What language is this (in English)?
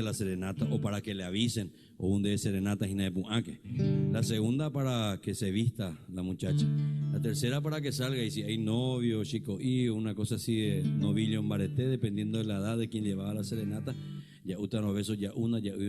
Guarani